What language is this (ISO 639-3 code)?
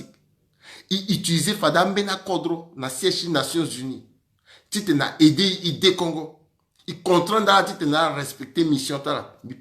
sag